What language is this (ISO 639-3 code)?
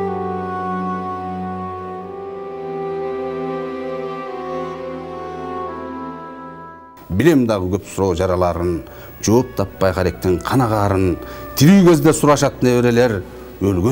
kir